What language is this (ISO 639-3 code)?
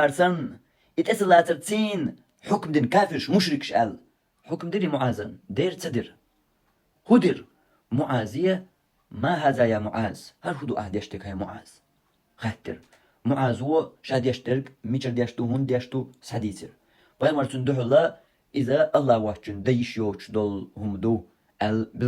che